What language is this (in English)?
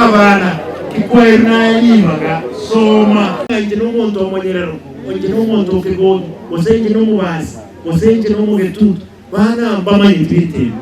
Gusii